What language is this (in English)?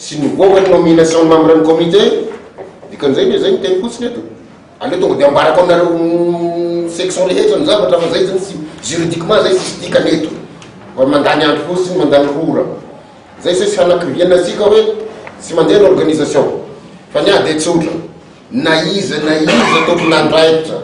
Malagasy